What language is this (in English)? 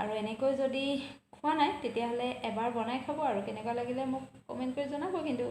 Assamese